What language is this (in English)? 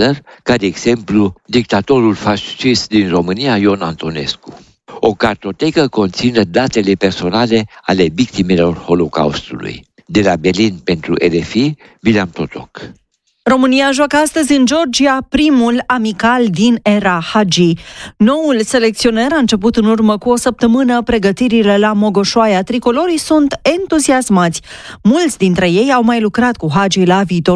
Romanian